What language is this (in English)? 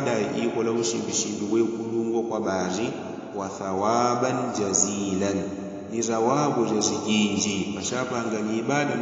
Yao